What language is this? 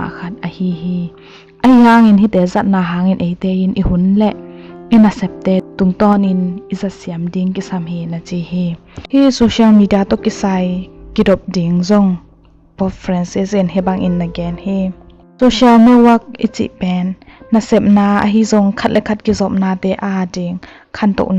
Tedim Chin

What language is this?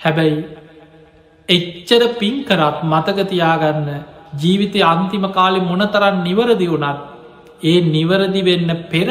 Sinhala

